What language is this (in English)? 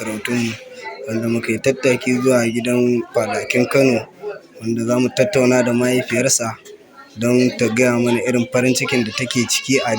Hausa